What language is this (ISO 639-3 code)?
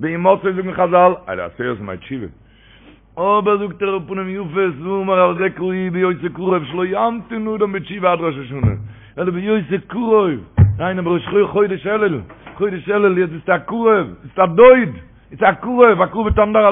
yid